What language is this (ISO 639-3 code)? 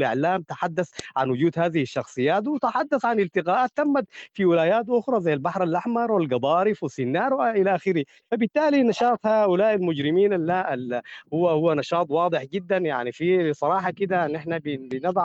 apd